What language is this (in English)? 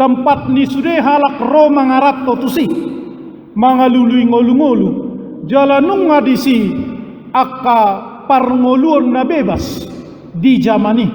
Batak Toba